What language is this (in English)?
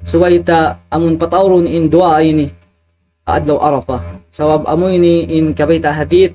Tausug